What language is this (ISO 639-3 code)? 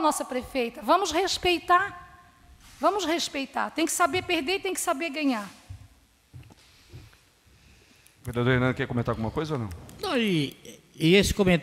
por